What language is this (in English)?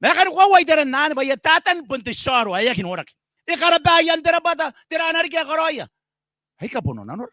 Gilbertese